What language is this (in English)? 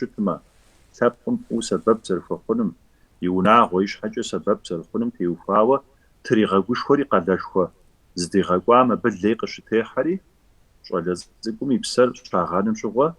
Kabardian